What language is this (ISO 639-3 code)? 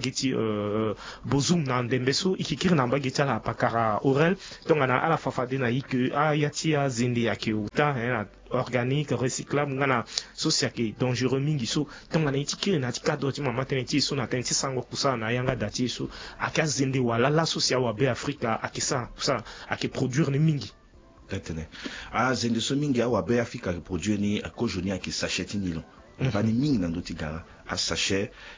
sag